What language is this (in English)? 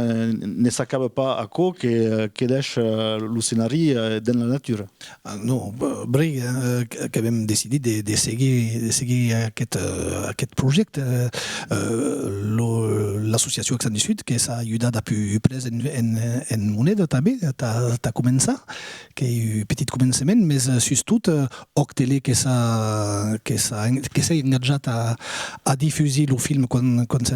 Occitan